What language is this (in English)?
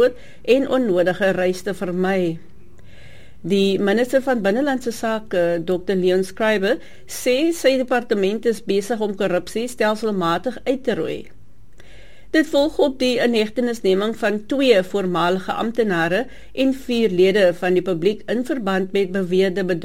Afrikaans